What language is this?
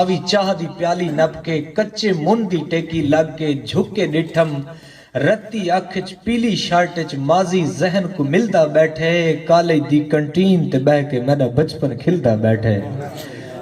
Saraiki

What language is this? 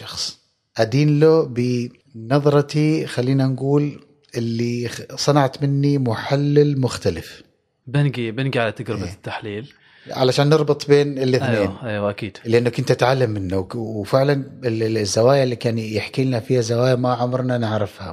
Gulf Arabic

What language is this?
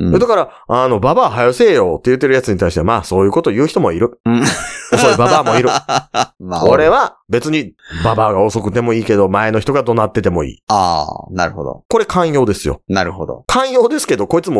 Japanese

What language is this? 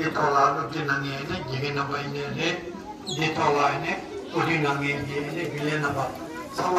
Tibetan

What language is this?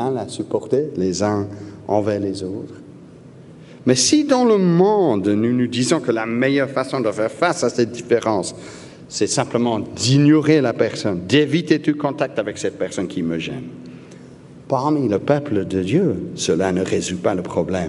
French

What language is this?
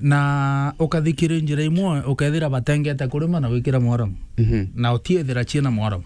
Meru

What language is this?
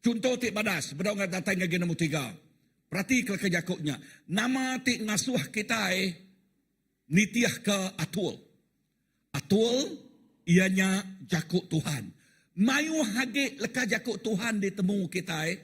Iban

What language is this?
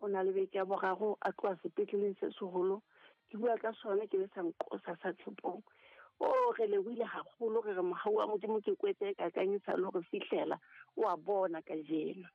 Southern Sotho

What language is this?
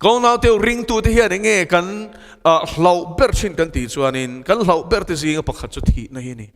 Mizo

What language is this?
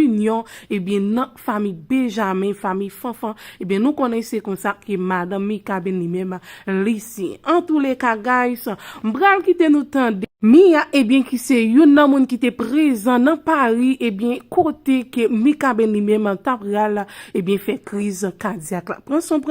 Haitian Creole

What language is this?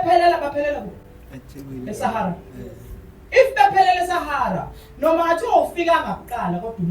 Zulu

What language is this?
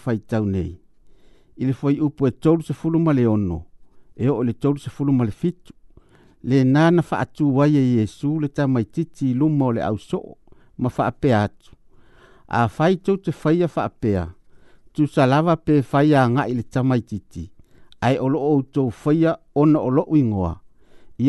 Samoan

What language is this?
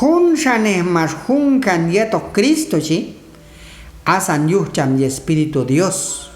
Q'anjob'al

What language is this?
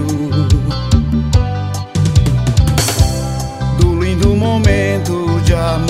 Portuguese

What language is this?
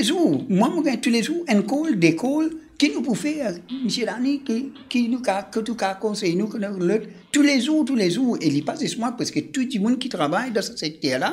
Morisyen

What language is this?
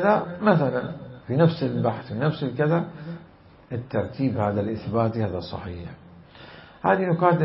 Mesopotamian Arabic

